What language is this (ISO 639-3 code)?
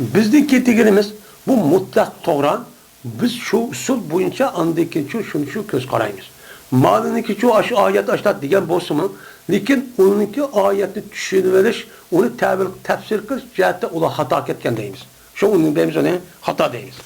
uig